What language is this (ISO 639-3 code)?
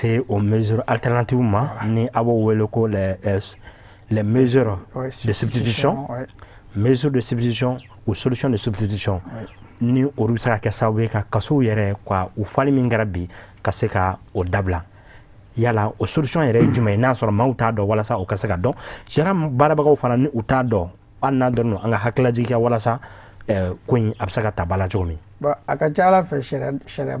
bam